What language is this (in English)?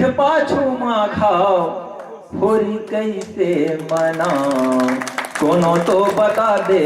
Chhattisgarhi